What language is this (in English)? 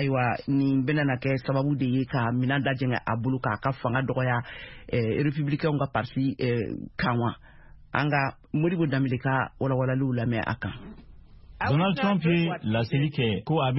Bambara